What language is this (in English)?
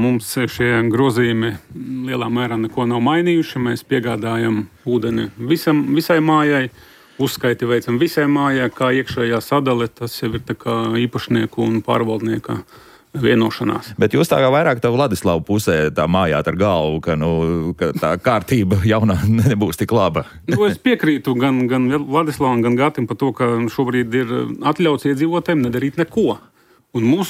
Latvian